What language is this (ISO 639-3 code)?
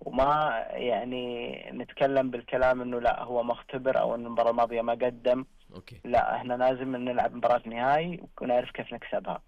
ars